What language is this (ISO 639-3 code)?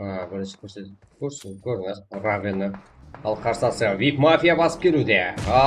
kaa